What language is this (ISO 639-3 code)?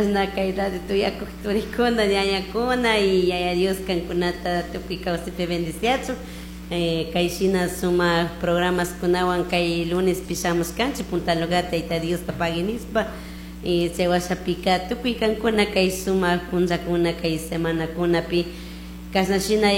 qug